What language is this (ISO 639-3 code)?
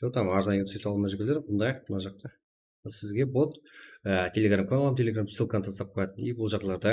kaa